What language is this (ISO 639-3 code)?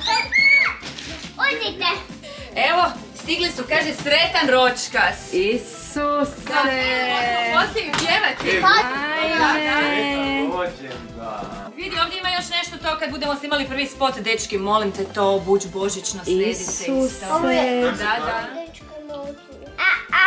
hrv